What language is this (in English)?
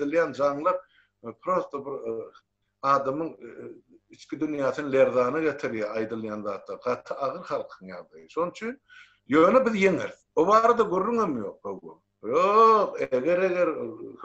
Turkmen